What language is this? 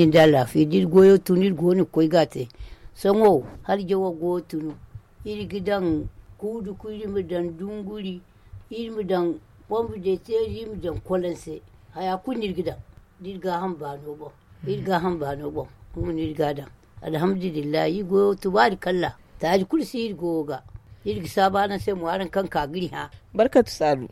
Zarma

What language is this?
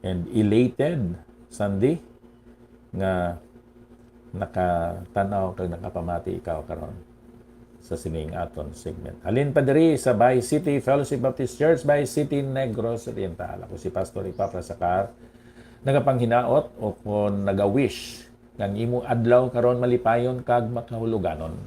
Hiligaynon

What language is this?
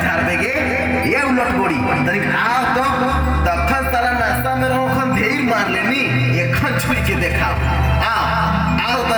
Sadri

